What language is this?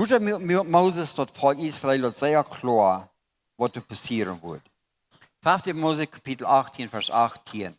Plautdietsch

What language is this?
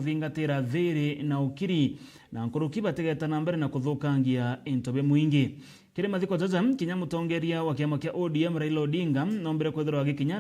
Meru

